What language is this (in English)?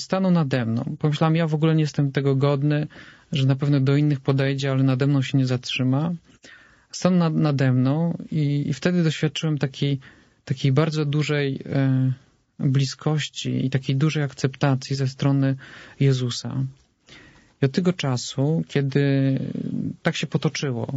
Polish